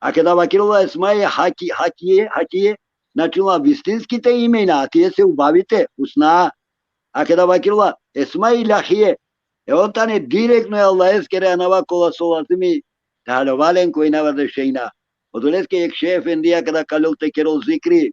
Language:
Balkan Romani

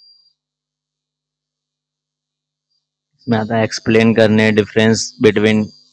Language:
Hindi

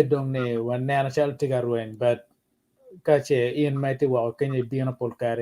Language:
Acoli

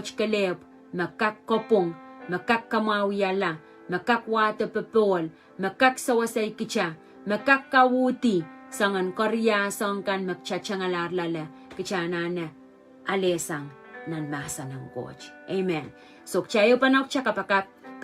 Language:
Pohnpeian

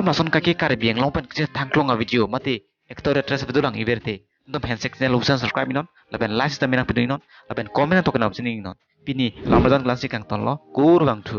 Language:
Karbi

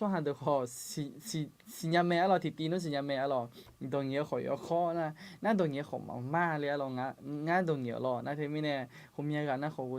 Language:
Akha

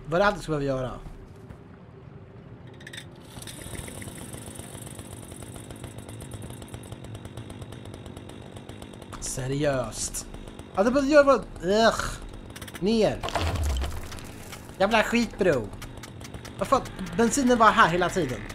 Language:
Swedish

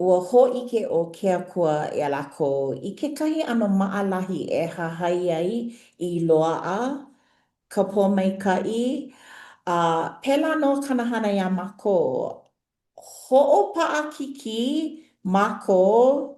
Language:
Hawaiian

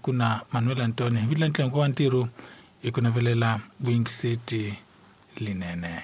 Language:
Tsonga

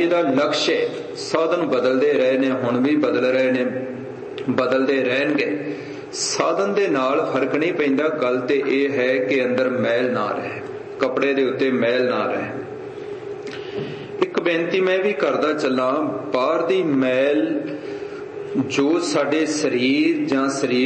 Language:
Punjabi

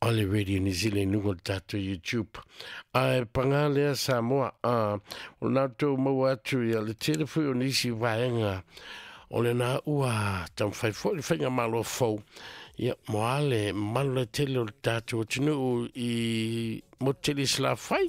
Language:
Samoan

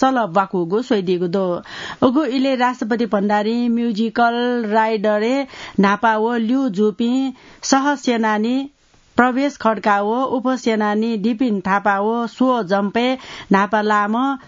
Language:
Newari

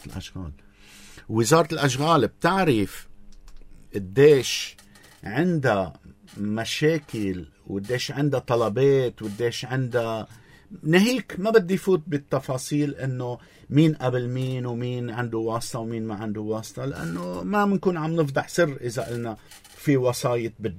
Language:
North Levantine Arabic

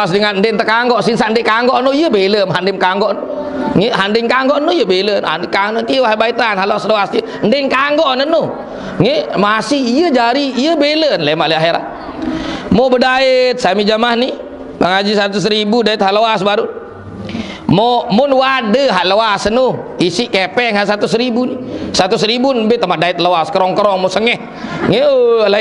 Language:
Sasak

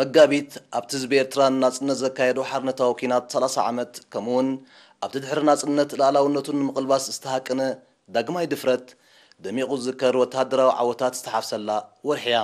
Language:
Tigrinya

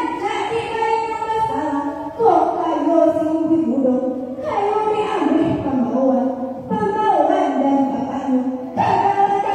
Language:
Minangkabau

